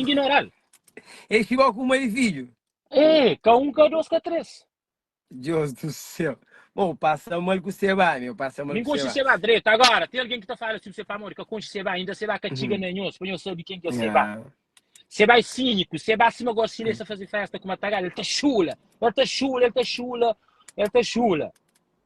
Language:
Kabuverdianu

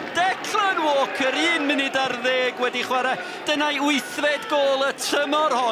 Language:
Welsh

